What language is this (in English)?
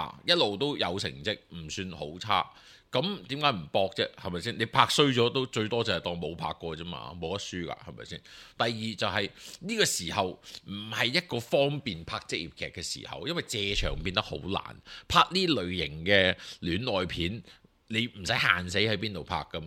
Cantonese